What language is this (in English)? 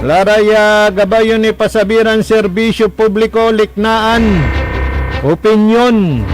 Pangasinan